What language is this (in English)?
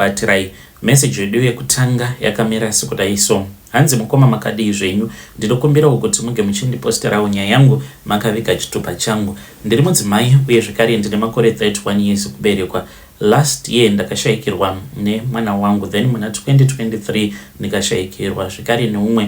Shona